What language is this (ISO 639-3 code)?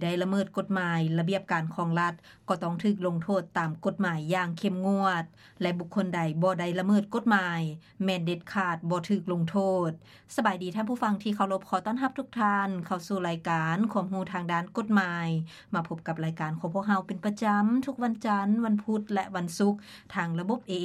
lao